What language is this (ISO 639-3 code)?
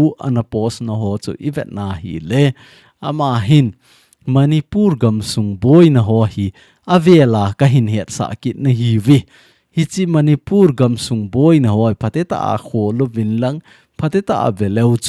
tcz